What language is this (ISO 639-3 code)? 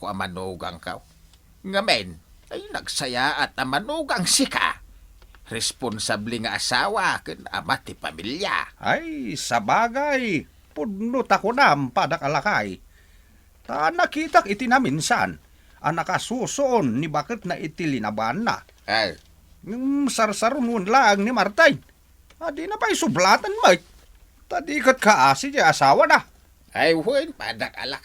ilo